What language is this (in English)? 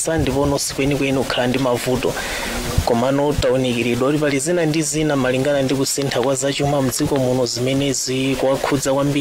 Nyanja